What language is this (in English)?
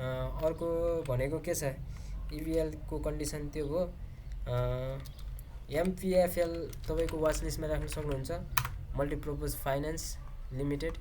Nepali